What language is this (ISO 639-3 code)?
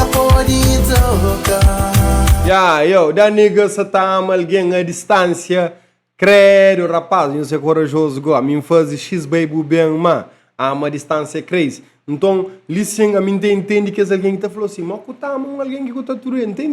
kea